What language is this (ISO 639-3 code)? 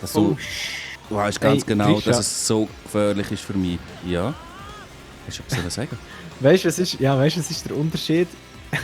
gsw